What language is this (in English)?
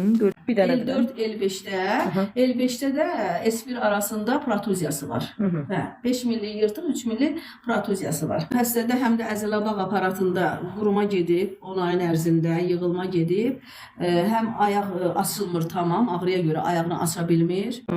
Azerbaijani